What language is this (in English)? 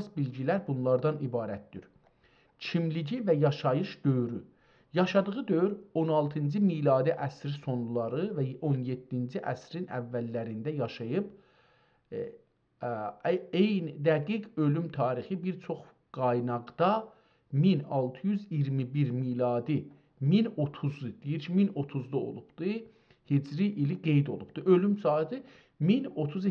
South Azerbaijani